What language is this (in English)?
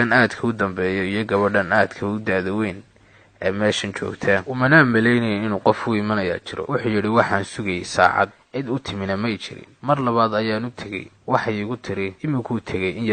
Somali